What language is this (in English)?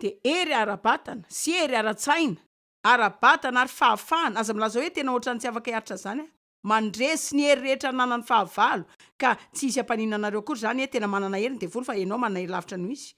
Malagasy